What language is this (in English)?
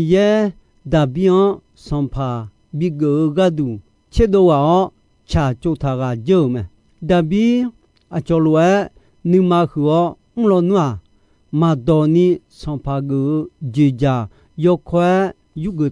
Akha